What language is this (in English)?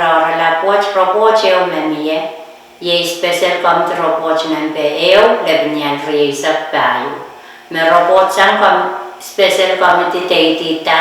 Pohnpeian